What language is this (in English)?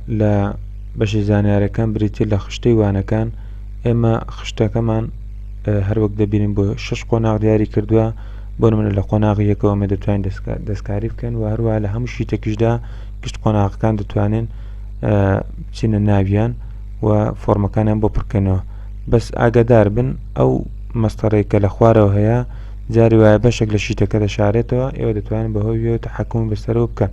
Central Kurdish